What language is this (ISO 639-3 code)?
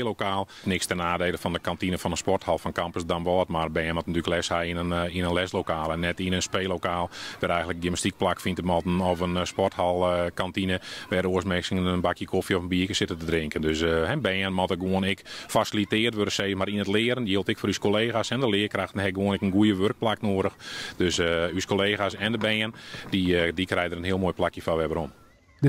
fry